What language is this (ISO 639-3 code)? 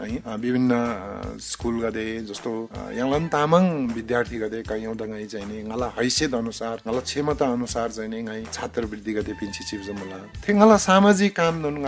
taj